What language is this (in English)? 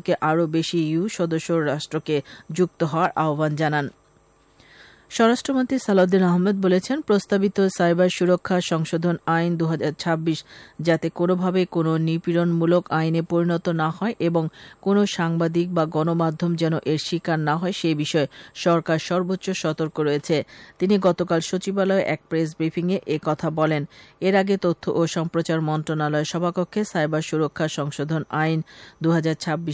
Bangla